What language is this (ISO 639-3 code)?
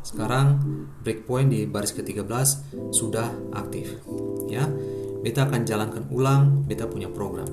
abs